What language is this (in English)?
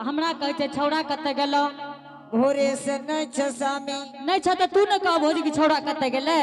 Angika